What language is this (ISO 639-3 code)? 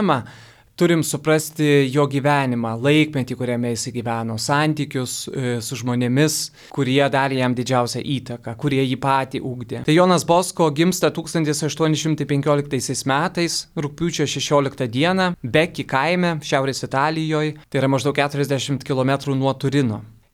lit